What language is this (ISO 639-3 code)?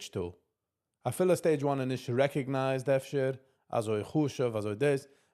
yid